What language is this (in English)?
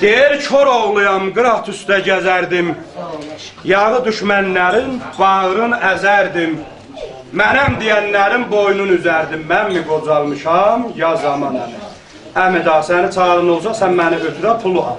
South Azerbaijani